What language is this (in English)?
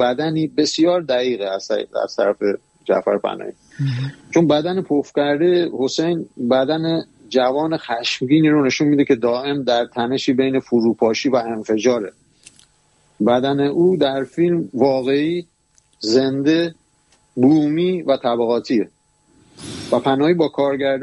Persian